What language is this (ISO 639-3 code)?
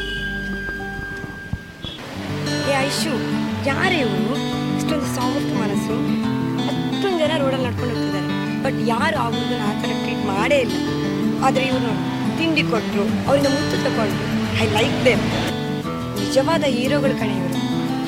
kan